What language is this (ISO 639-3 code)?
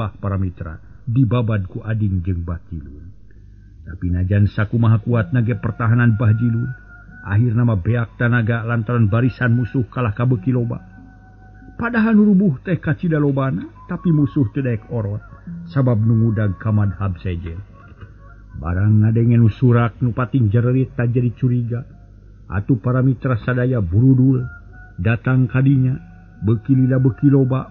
sun